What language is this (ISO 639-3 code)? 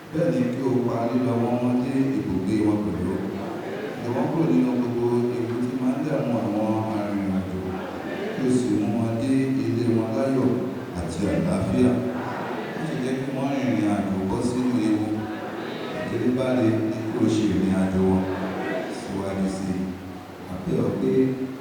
yor